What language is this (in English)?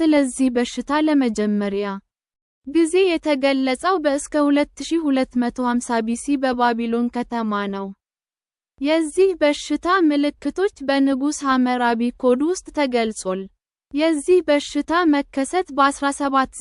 Amharic